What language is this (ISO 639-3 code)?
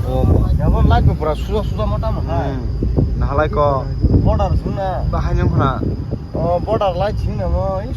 trp